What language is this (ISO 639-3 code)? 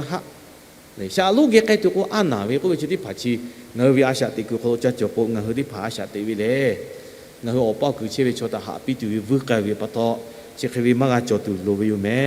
lhu